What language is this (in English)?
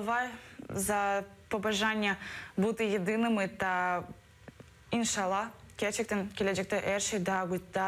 Crimean Tatar